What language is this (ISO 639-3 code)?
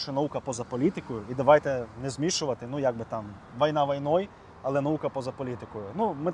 ukr